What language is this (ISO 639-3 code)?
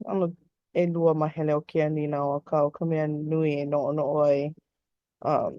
haw